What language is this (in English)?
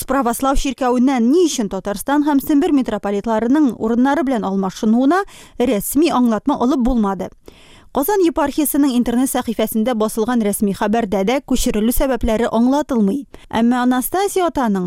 Tatar